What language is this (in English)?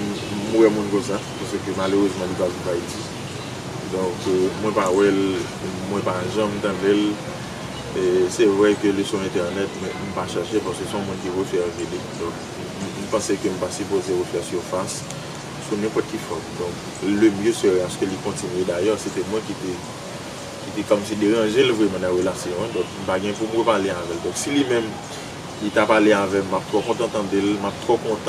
Haitian Creole